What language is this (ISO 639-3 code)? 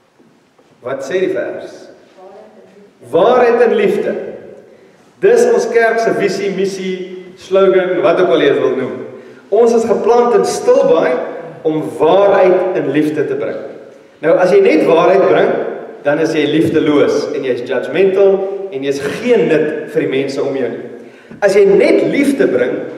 afr